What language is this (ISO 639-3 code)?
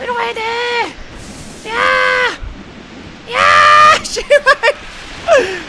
kor